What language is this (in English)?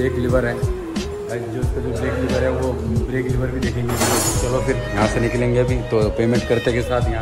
Hindi